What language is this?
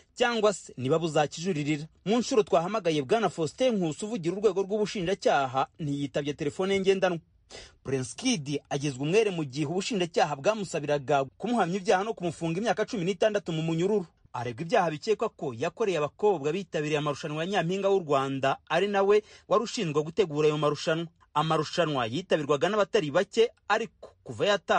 Kinyarwanda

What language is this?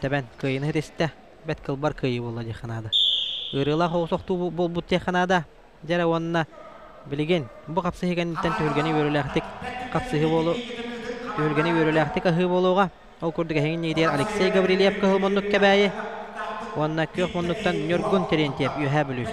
Yakut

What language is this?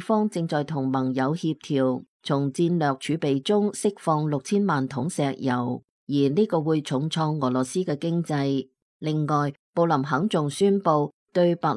Cantonese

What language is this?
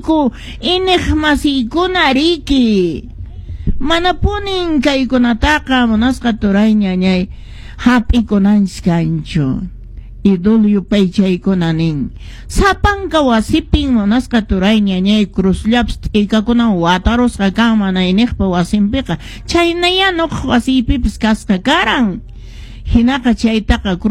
Quechua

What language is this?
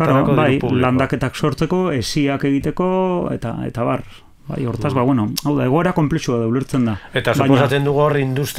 Basque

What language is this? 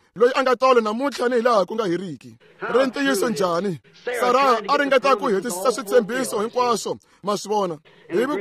Tsonga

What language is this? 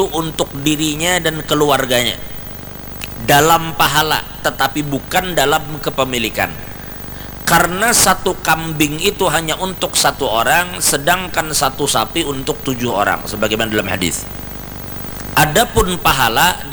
Indonesian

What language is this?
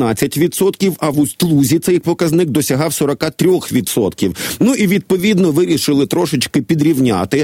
Ukrainian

